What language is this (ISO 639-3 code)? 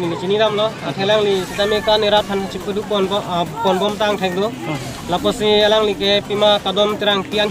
mjw